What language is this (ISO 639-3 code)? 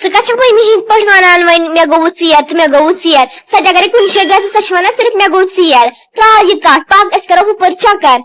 kas